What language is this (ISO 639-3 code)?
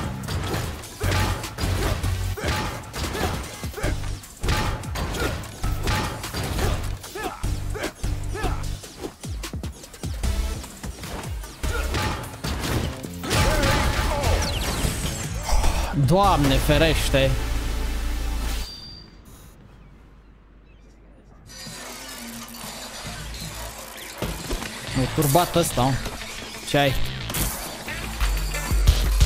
ron